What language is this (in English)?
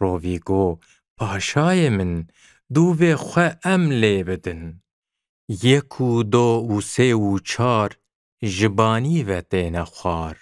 Kurdish